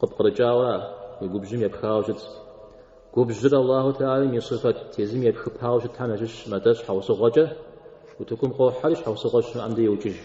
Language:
Kabardian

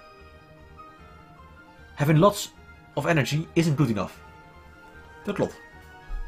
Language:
Dutch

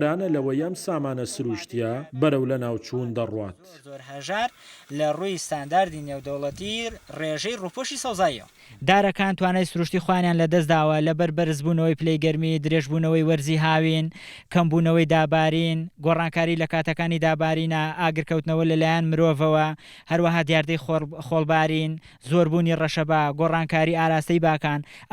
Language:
Central Kurdish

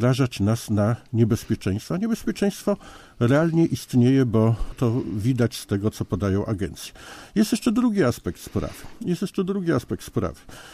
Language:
Polish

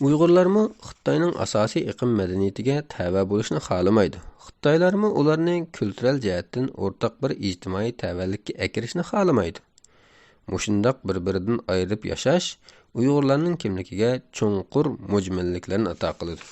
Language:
Uyghur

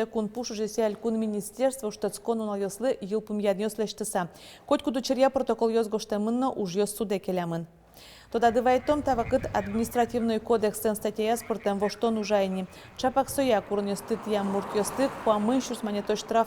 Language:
Udmurt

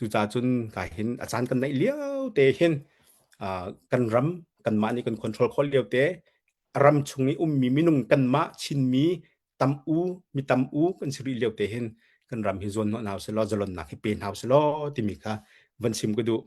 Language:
Hakha Chin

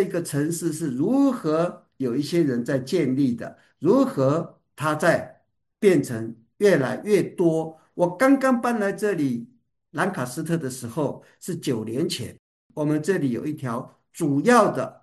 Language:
Chinese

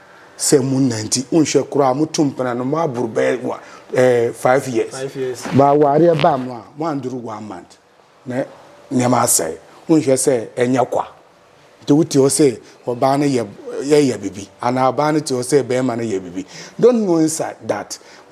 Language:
Akan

